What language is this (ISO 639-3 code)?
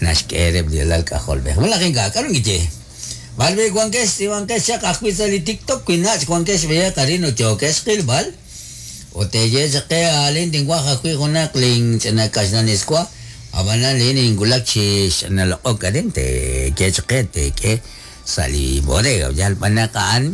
kek